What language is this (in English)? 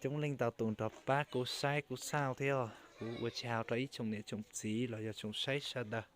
Hmong